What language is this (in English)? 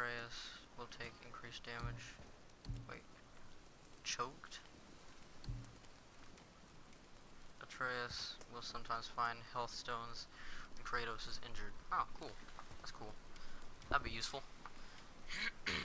English